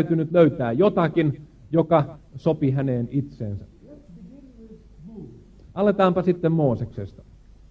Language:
Finnish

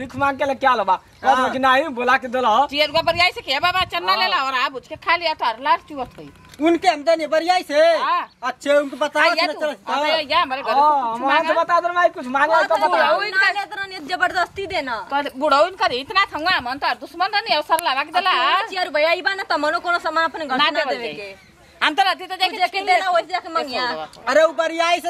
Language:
Bhojpuri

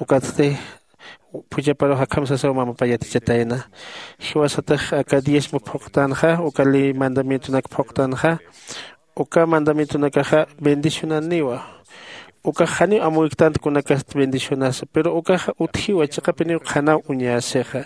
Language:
Aymara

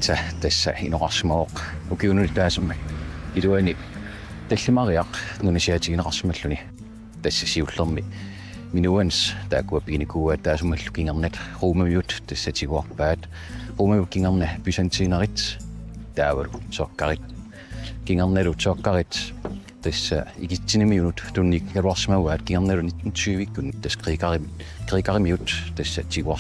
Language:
Kalaallisut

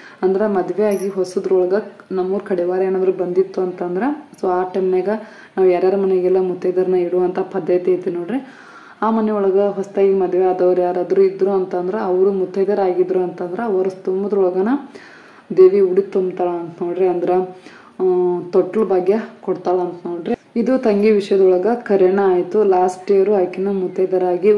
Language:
Kannada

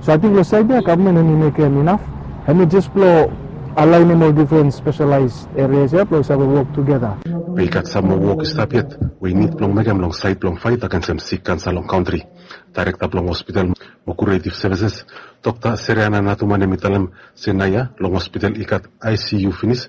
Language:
Bislama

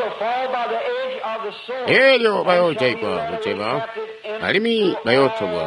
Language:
Tonga (Zambia)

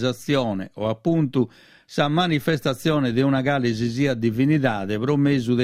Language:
Sardinian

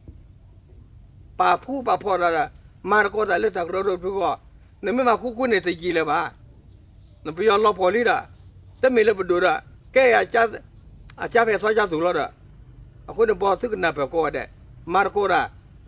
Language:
S'gaw Karen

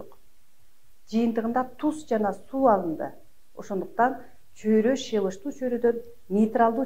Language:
Kyrgyz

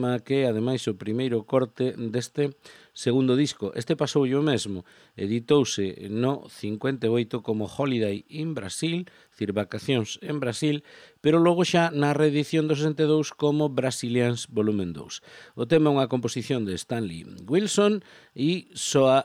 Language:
Galician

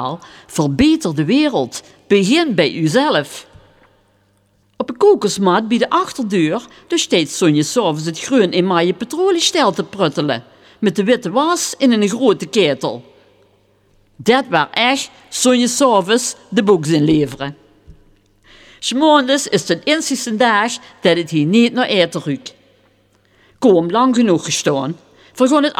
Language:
Dutch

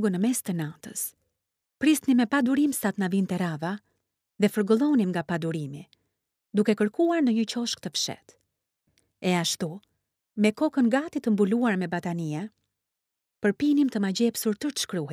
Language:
Albanian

